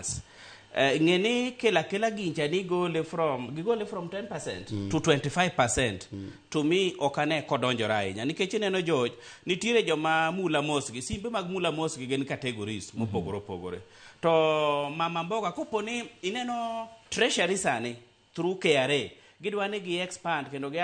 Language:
Luo (Kenya and Tanzania)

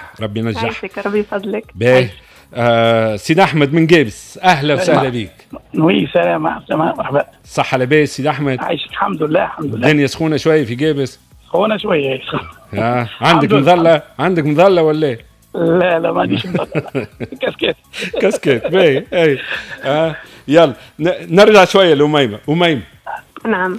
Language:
Tunisian Arabic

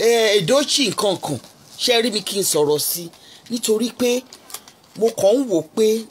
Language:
Yoruba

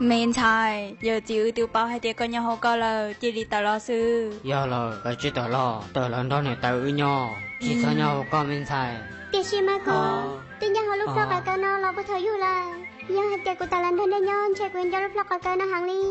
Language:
Hmong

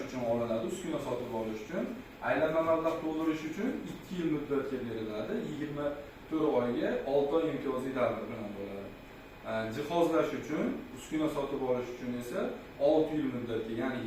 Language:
Uzbek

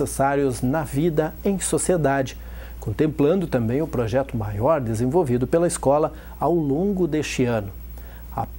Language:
Portuguese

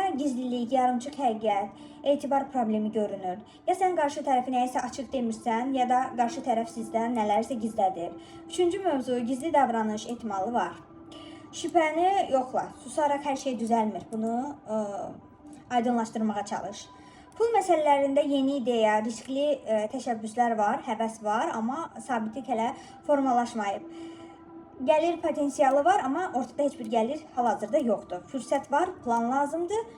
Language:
Azerbaijani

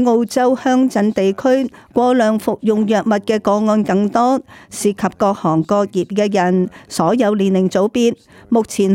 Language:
Cantonese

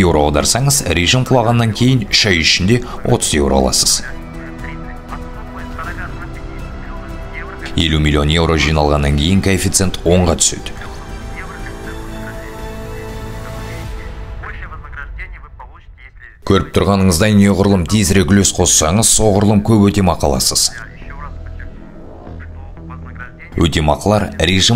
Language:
Kazakh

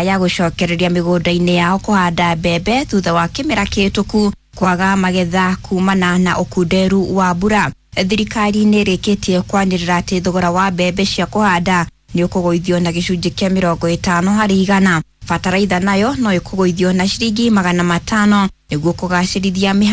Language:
Kikuyu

